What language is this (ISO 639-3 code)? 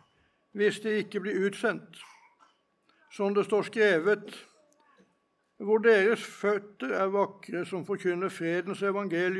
nor